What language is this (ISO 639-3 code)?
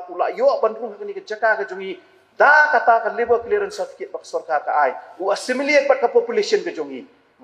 kha